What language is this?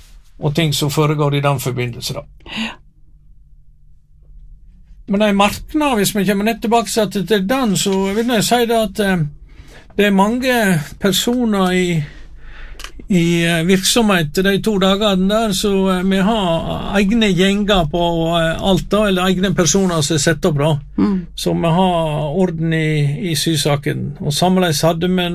Norwegian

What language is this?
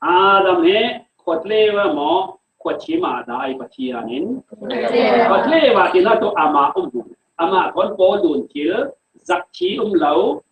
Falam Chin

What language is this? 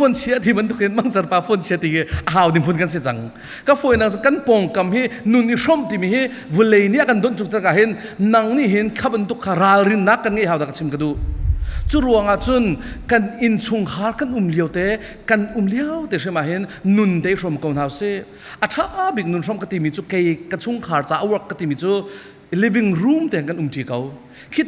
Falam Chin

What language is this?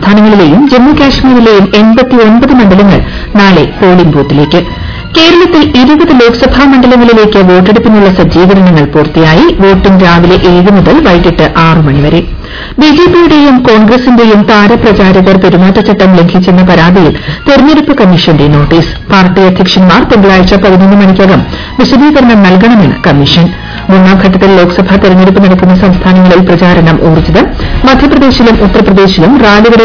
Malayalam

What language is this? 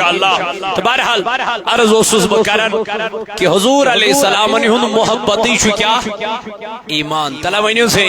Kashmiri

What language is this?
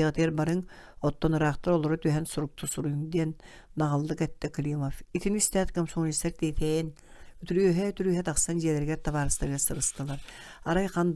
Yakut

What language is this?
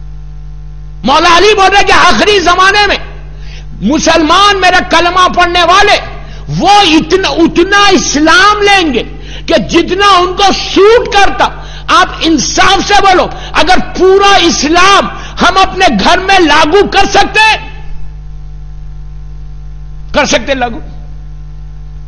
Urdu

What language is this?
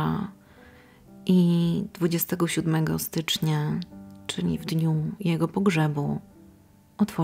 Polish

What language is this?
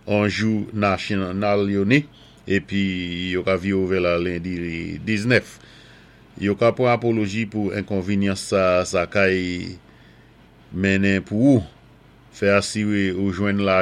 Saint Lucian Creole French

